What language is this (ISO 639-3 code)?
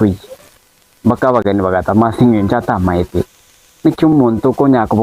guz